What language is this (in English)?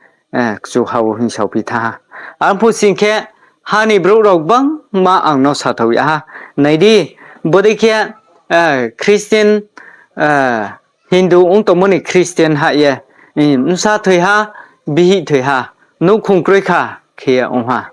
Riang (India)